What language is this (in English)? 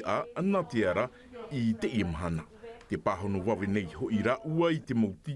Tahitian